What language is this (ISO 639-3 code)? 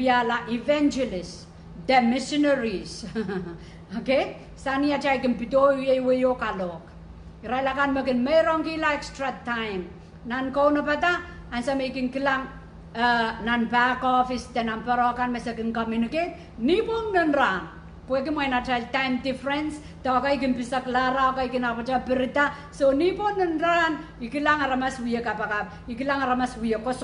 pon